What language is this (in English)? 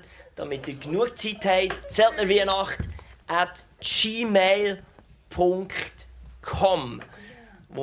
Swiss German